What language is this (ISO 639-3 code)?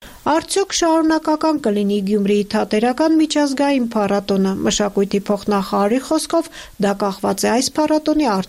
hye